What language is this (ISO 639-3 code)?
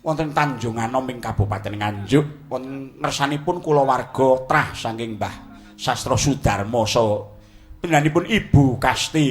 jav